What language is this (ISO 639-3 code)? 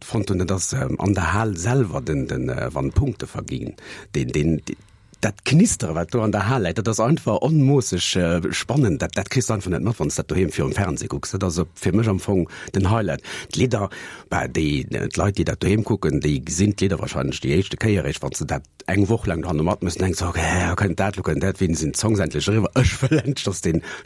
ltz